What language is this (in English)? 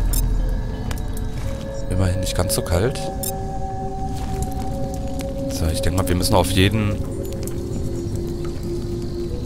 German